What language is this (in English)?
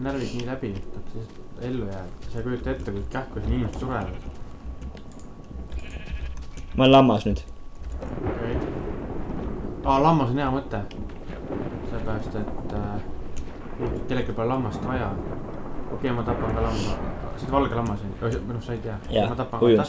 Estonian